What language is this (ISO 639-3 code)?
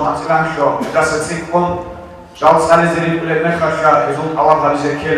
ava